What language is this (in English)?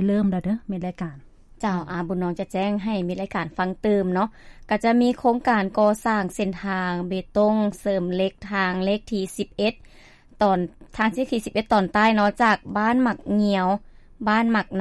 Lao